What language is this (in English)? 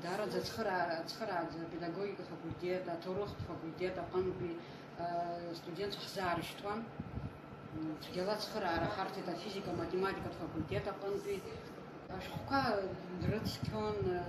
Abkhazian